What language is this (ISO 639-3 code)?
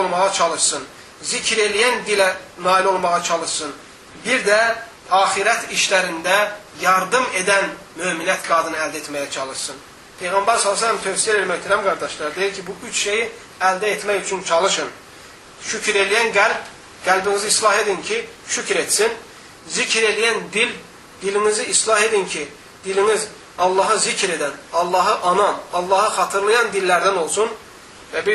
aze